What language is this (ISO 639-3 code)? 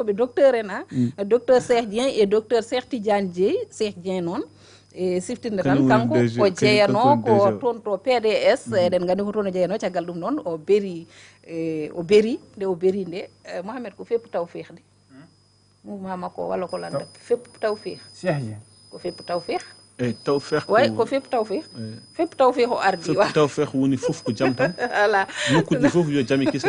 ful